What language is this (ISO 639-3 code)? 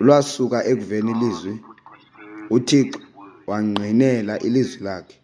xho